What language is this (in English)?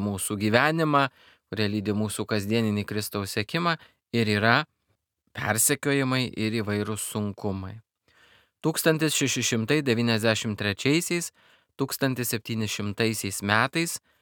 Lithuanian